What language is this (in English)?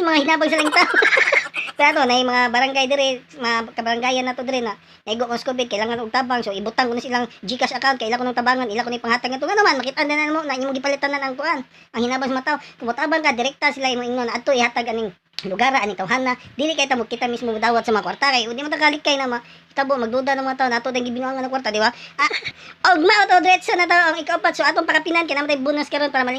Cebuano